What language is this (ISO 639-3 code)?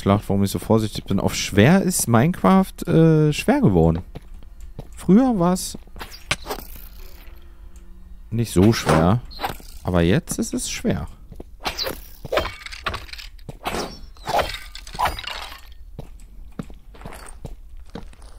deu